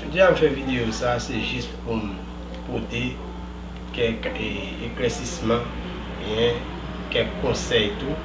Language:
Haitian Creole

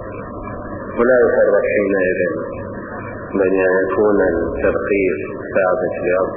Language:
Arabic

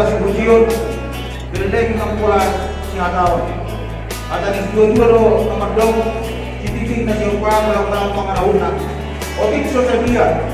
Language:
Batak Toba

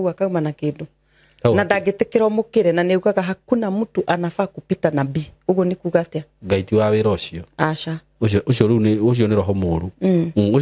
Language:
Kikuyu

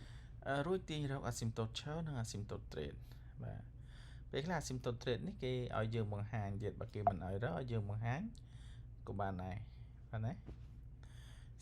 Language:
Khmer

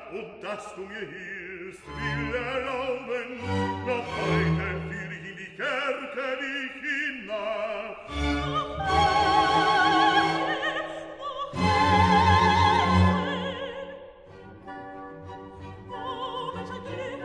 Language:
German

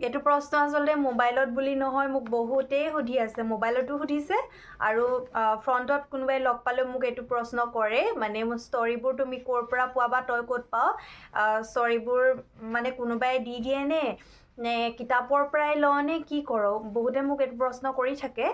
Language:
Assamese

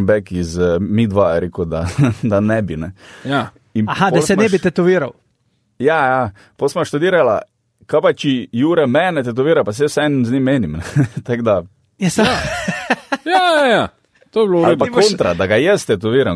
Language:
Slovenian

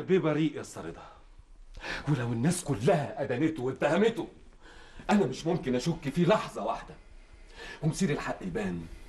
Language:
Egyptian Arabic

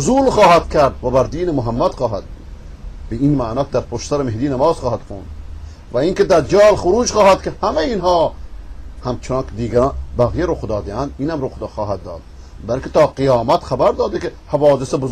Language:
Persian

